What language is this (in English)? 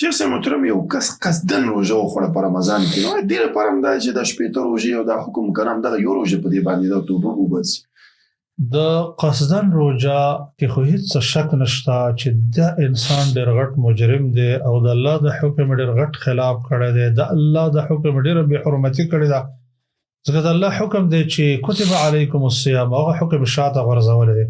Pashto